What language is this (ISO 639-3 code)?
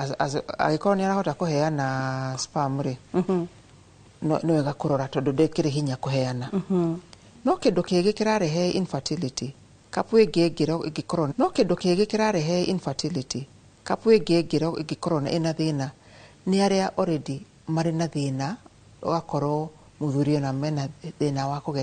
kik